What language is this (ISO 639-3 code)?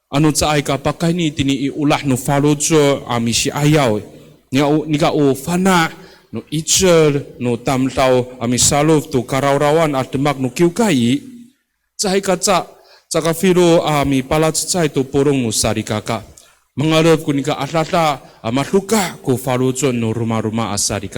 ami